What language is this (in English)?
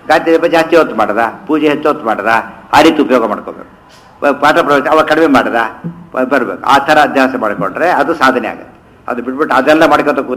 Kannada